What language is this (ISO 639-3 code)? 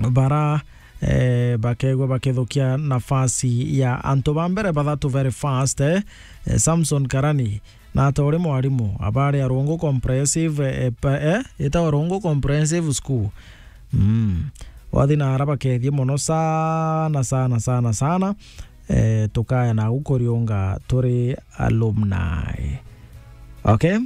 mer